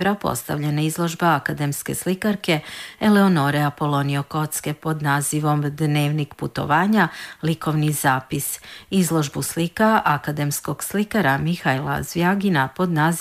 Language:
Serbian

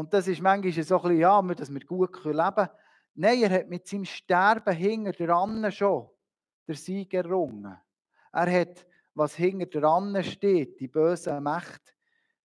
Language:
Swiss German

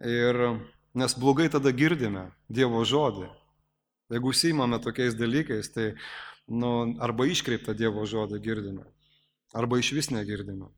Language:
Lithuanian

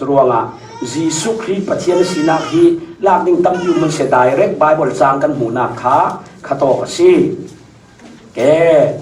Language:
Falam Chin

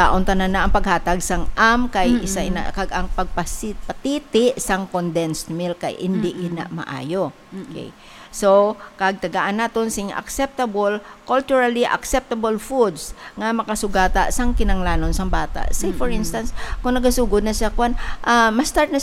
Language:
Hiligaynon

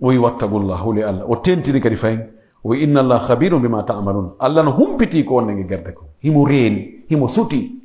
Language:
Pular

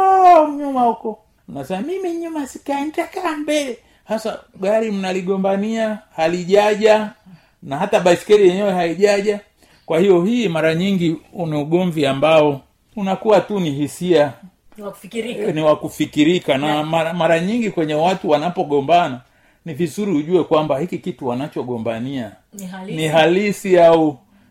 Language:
Swahili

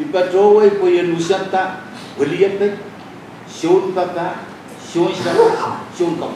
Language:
Pohnpeian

